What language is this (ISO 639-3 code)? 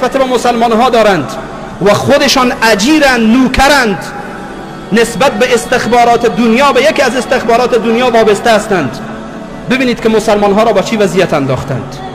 fas